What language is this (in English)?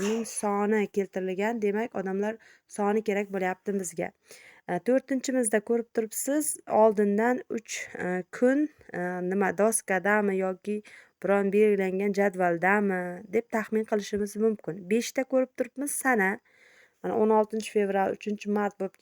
Uzbek